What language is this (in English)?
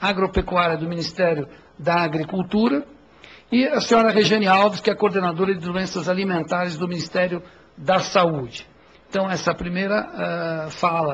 Portuguese